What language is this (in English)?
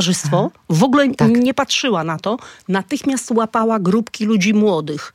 Polish